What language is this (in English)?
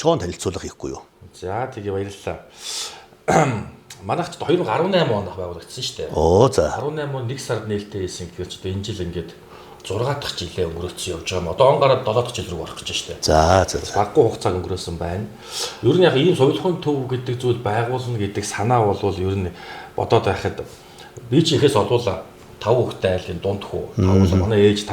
Mongolian